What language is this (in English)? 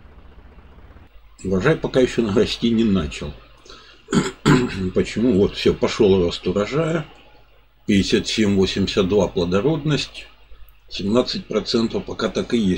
Russian